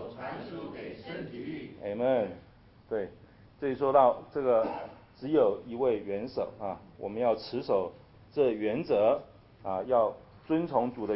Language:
Chinese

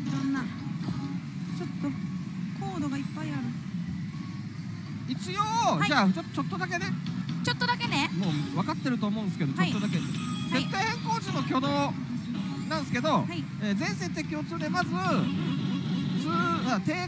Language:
Japanese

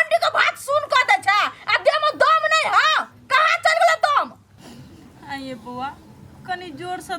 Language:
Maithili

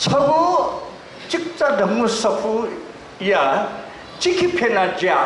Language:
Newari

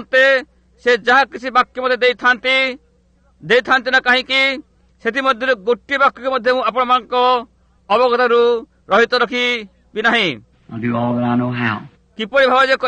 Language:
Odia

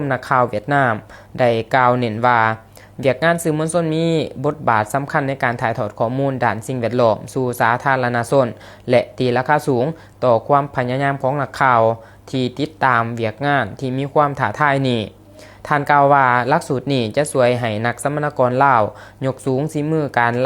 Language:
Lao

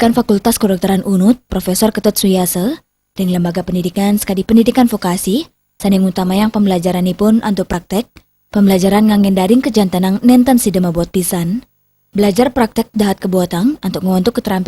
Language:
Balinese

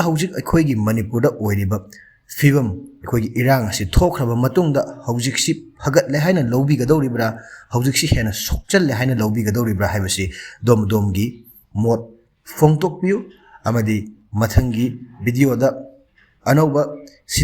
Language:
Manipuri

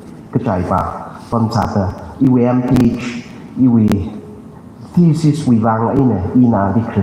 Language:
Tangkhul Naga (India)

